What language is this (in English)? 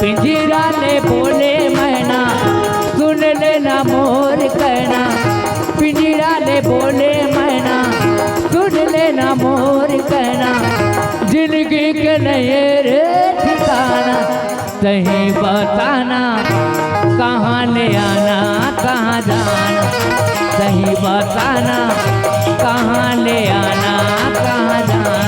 Chhattisgarhi